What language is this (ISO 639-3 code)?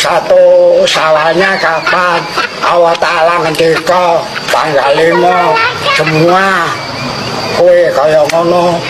bew